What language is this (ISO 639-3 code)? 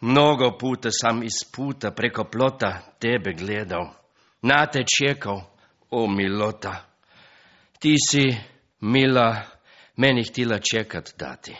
srp